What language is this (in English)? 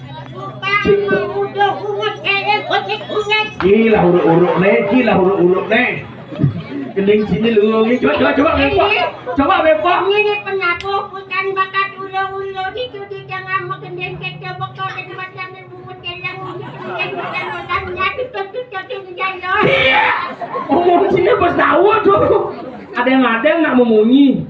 Balinese